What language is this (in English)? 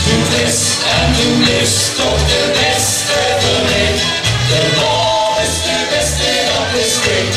Limburgish